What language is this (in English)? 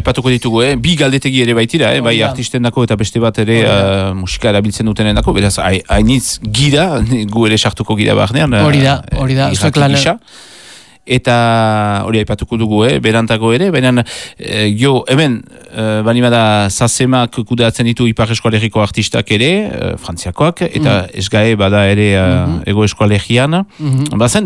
Basque